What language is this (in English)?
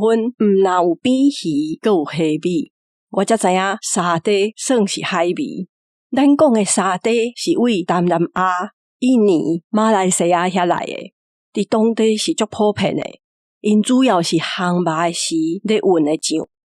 Min Nan Chinese